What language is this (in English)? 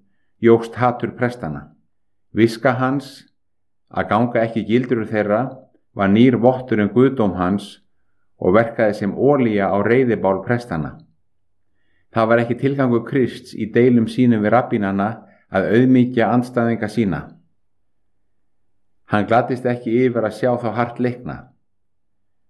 Icelandic